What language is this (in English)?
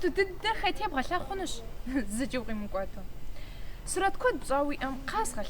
Kabardian